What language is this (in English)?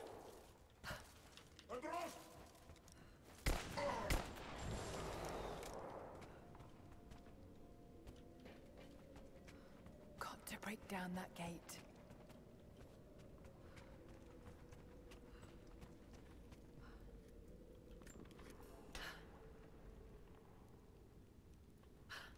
Hindi